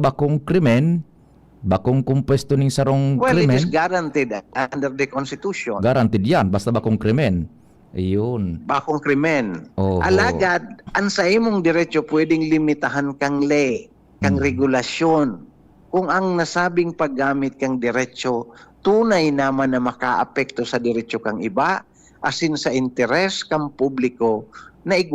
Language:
Bikol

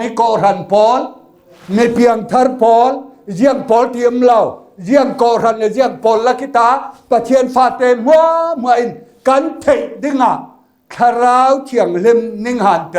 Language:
Falam Chin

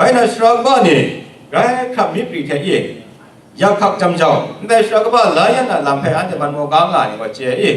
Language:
Kachin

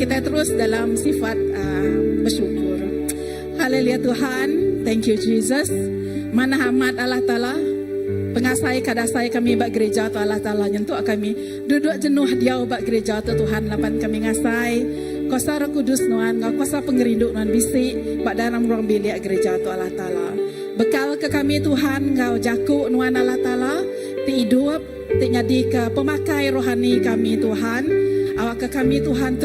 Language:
Iban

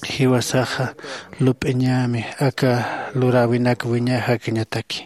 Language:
Aymara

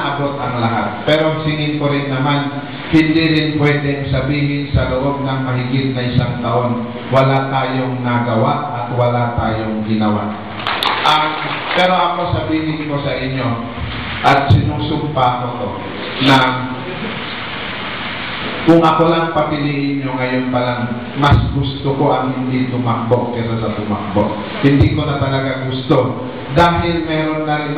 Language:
Filipino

